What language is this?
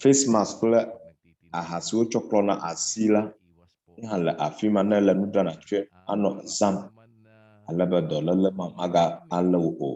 Ewe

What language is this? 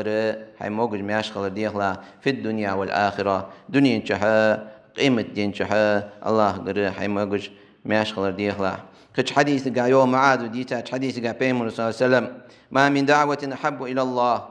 Ingush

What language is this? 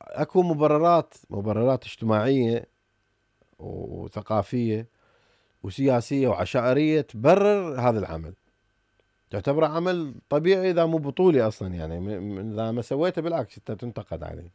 Mesopotamian Arabic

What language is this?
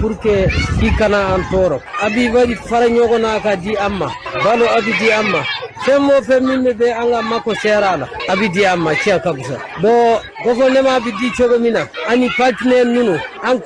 Bambara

